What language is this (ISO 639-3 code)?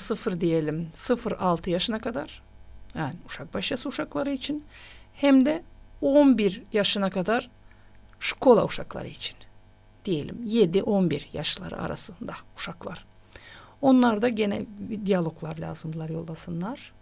gag